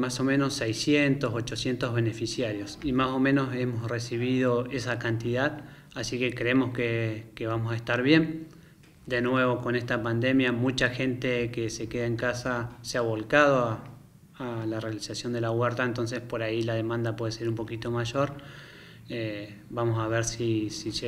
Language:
Spanish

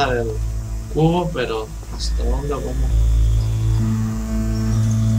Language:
Spanish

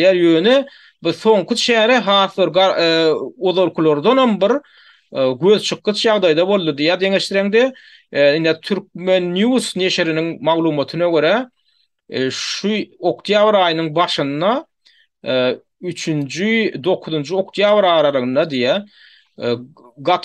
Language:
Turkmen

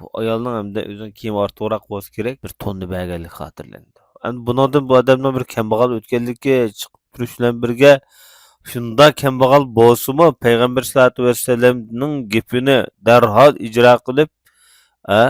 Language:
Uyghur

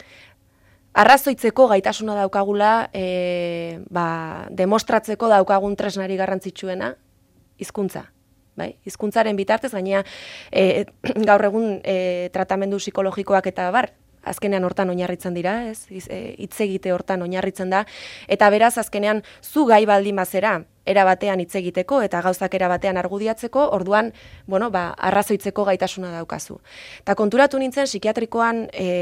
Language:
Basque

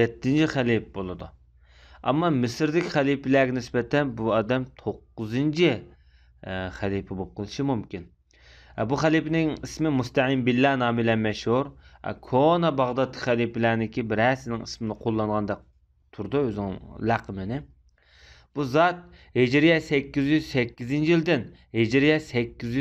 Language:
Uyghur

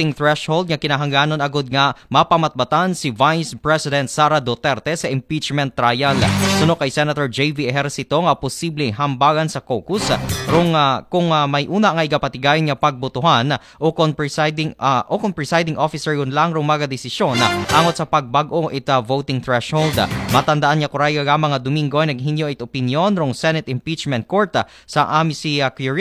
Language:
Aklanon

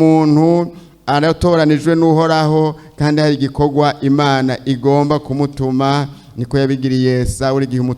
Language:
Rundi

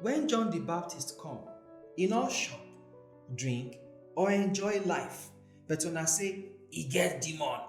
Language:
Nigerian Pidgin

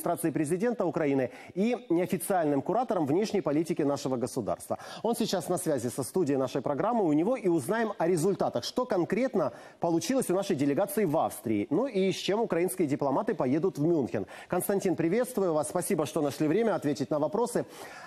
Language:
Russian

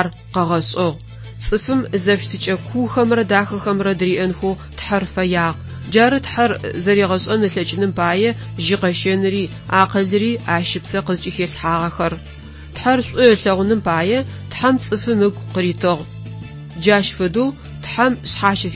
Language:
Adyghe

